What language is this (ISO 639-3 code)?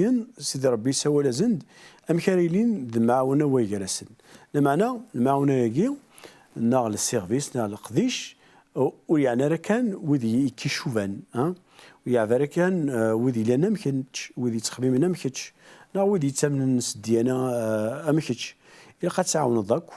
kab